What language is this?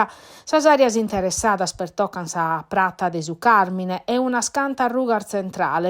Sardinian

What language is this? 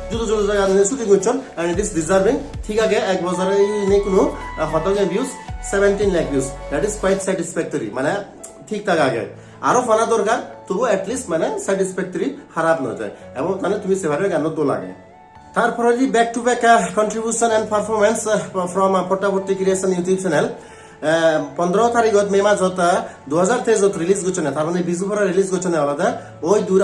Chakma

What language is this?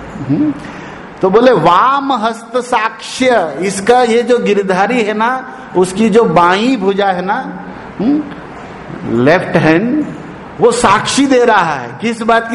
Hindi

